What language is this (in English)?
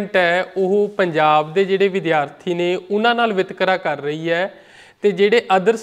Punjabi